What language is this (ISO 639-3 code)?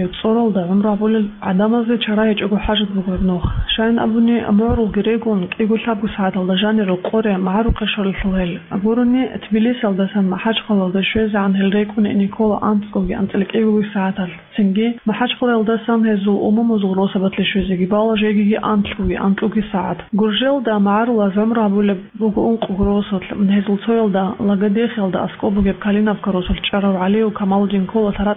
ava